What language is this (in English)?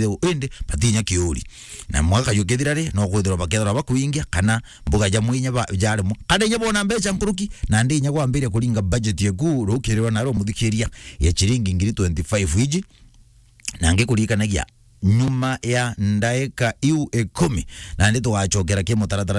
Meru